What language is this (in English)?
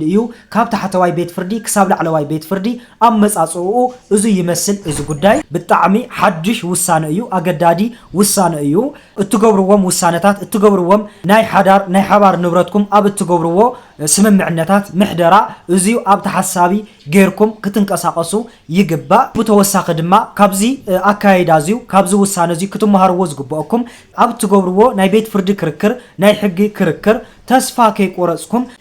Tigrinya